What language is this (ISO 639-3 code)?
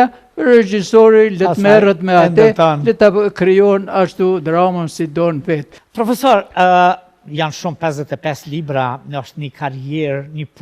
sqi